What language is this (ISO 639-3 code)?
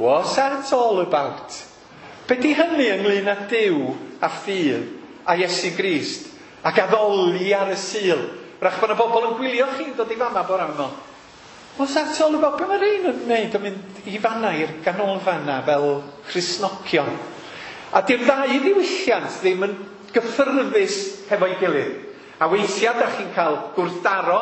cym